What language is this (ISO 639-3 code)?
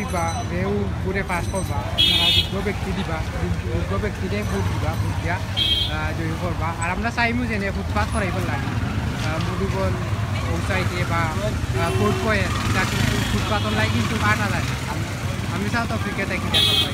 syl